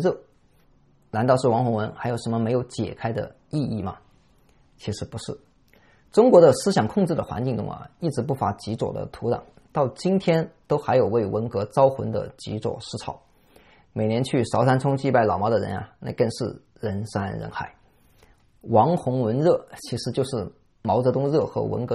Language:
Chinese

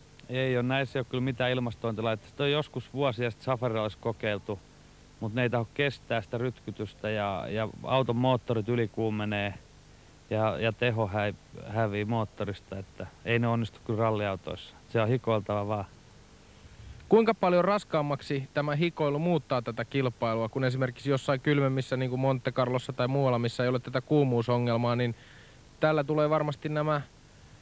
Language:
Finnish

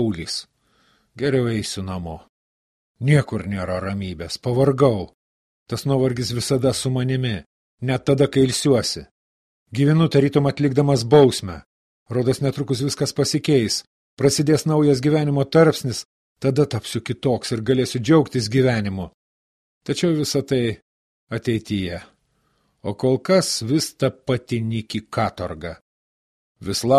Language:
Lithuanian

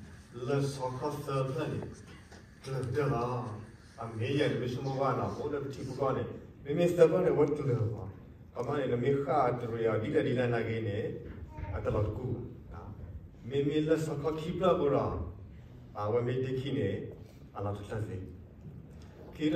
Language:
S'gaw Karen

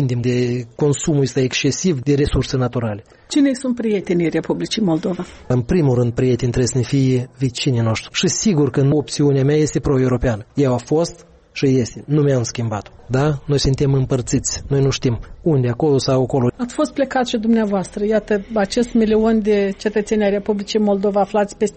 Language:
Romanian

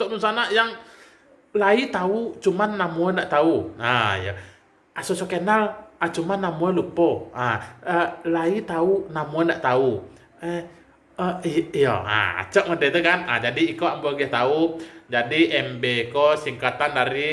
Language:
Minangkabau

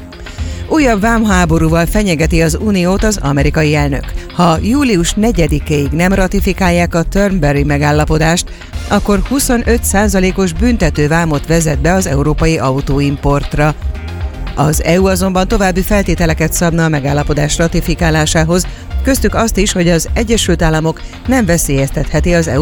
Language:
Hungarian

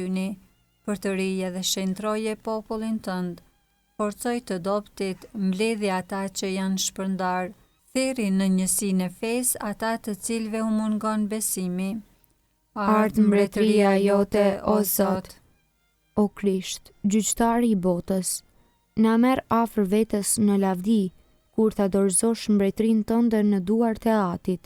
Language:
Albanian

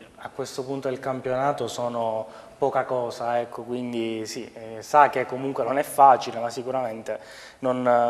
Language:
Italian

